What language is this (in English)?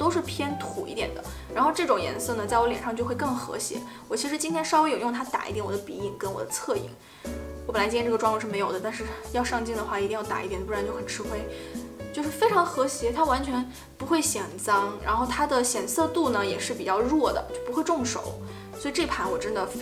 Chinese